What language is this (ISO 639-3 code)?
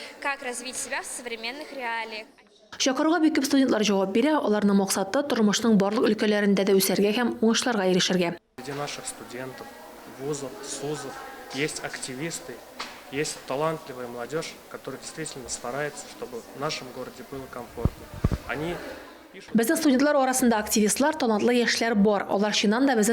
tat